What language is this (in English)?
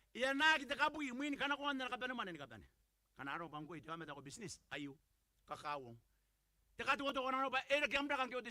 Gilbertese